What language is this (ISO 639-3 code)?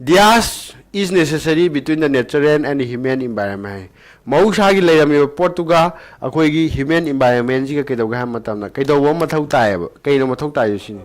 mni